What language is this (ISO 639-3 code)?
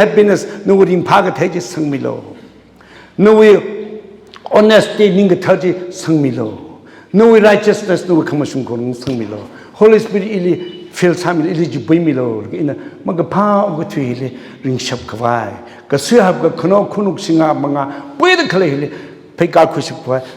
nmf